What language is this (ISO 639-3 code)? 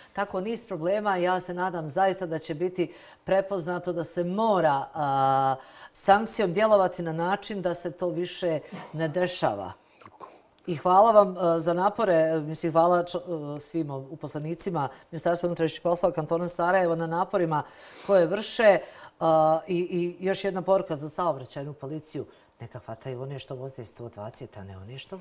bos